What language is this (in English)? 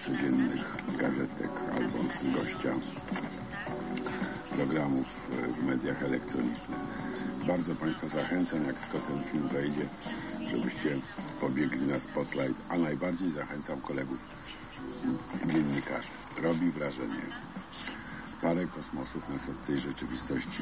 Polish